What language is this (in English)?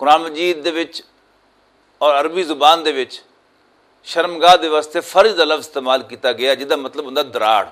Western Panjabi